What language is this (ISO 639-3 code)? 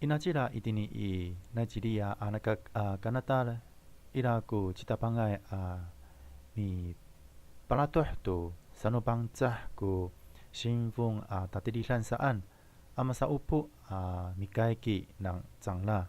ami